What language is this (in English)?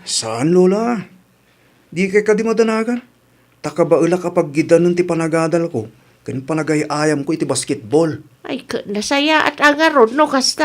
Iloko